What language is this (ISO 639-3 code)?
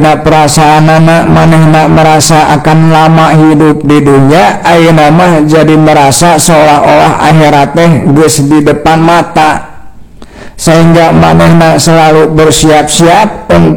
sun